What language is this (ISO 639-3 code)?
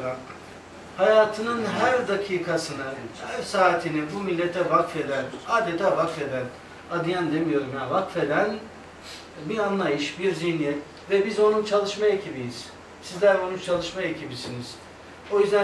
tur